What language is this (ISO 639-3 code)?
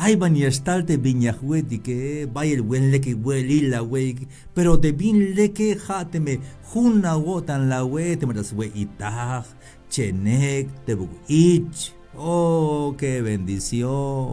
tzh